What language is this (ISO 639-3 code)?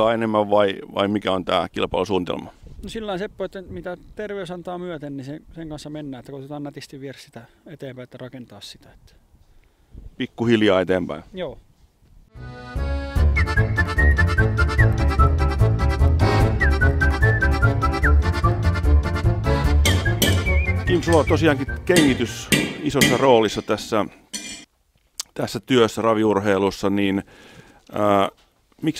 fin